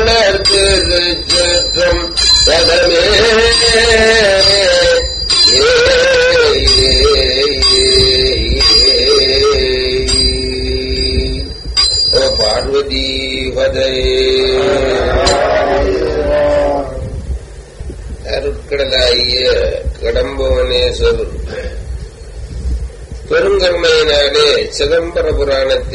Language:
Tamil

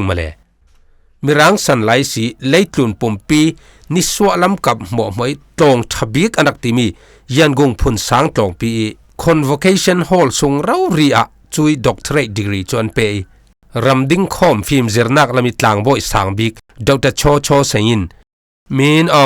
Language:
Falam Chin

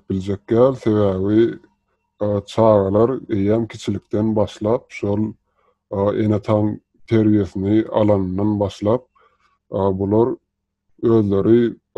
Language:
Turkmen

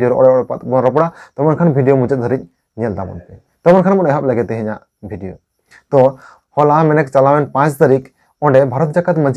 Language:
Santali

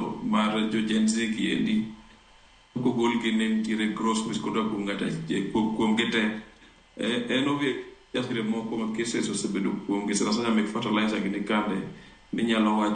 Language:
Luo (Kenya and Tanzania)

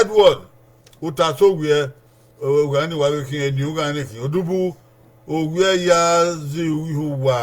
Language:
Bini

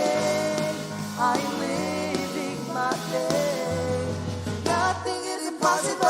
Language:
Marshallese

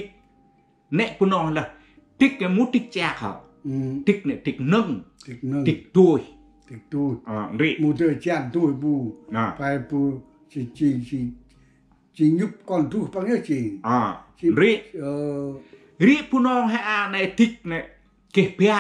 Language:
Central Mnong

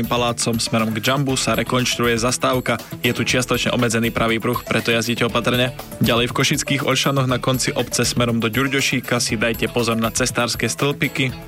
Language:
Slovak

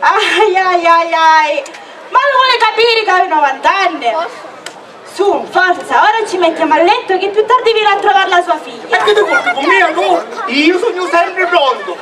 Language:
Sicilian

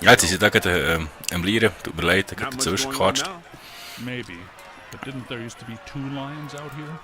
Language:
Swiss German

